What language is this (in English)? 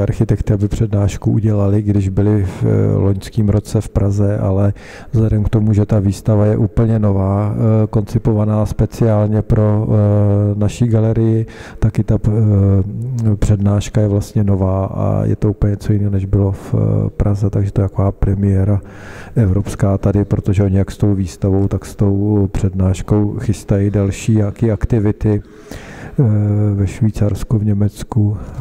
Czech